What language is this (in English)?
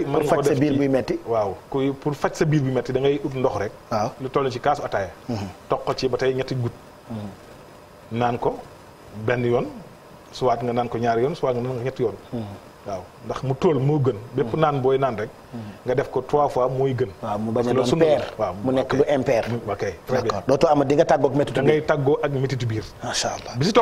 Wolof